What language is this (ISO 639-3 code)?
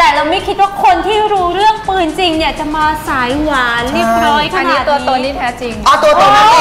tha